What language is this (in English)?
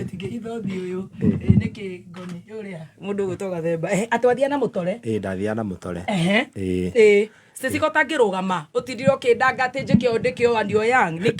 Kikuyu